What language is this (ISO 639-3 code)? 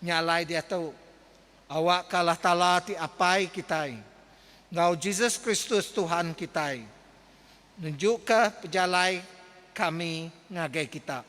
iba